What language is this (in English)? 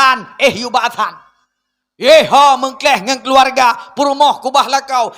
Achinese